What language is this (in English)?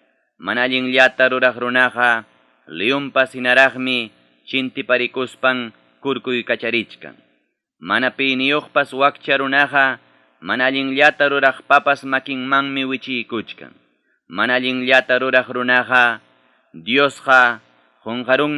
Ayacucho Quechua